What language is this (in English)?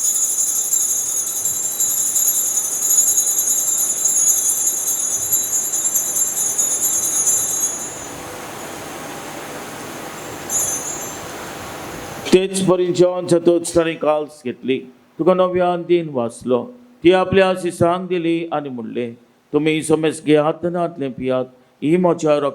Konkani